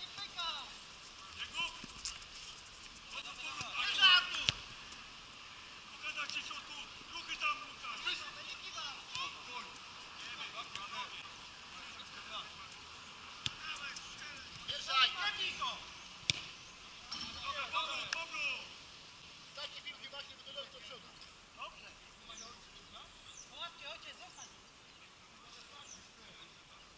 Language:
Polish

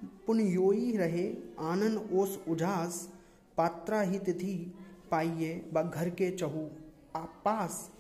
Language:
Hindi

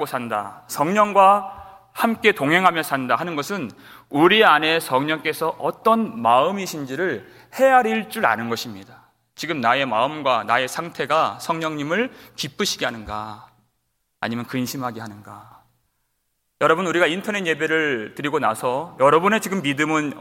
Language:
Korean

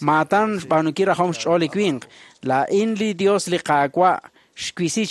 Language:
Kekchí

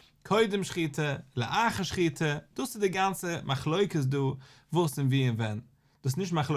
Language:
Yiddish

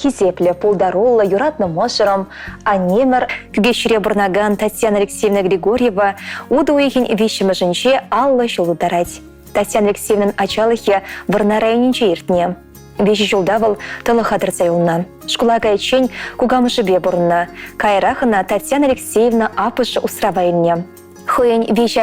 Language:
Chuvash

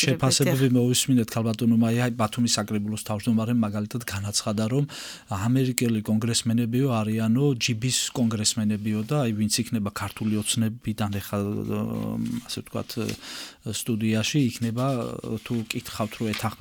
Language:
Georgian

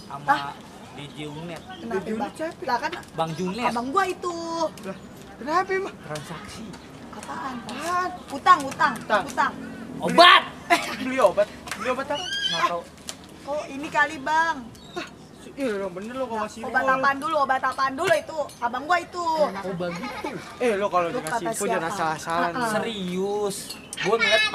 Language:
Betawi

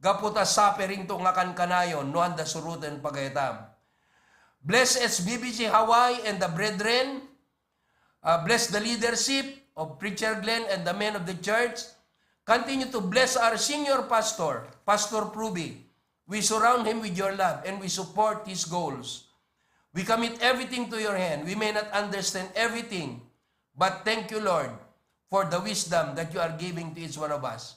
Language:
Iloko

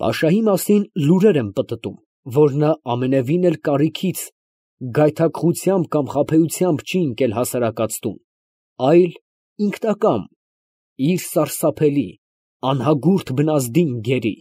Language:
Armenian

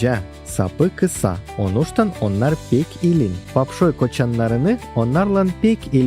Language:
Gagauz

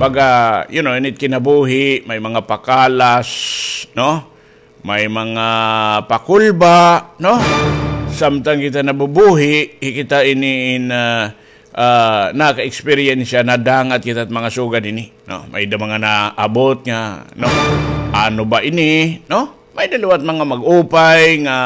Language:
Waray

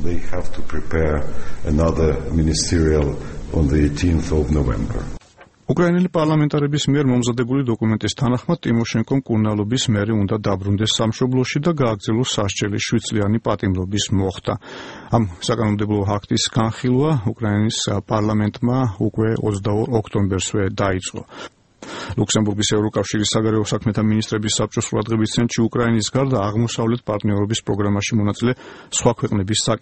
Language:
Georgian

